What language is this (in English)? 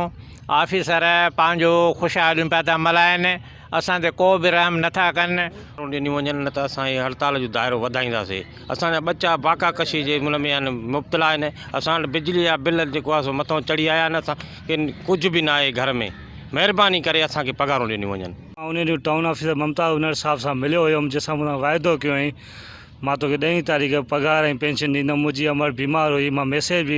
Sindhi